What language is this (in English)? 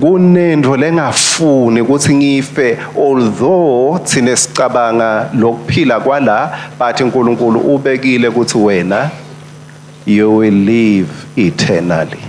Swati